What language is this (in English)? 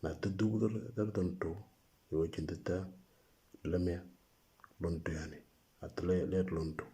Moro